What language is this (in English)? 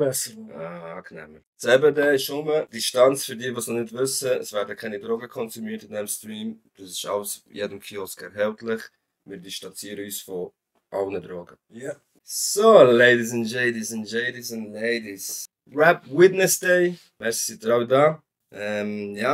Swiss German